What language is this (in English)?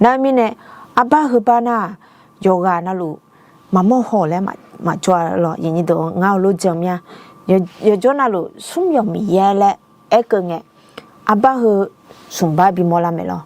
Akha